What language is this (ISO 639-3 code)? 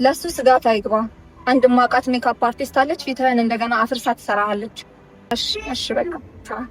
amh